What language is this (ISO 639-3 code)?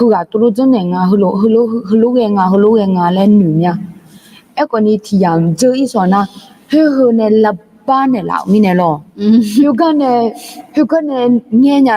ahk